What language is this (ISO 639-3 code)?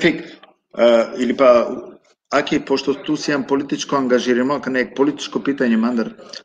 rmn